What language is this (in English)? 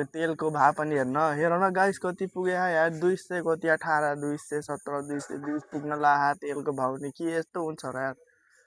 Nepali